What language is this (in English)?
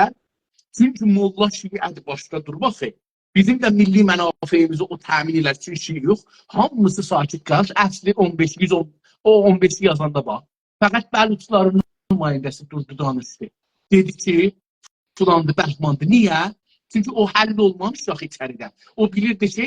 South Azerbaijani